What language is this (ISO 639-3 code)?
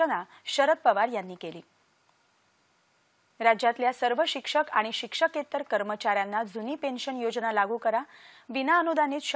mar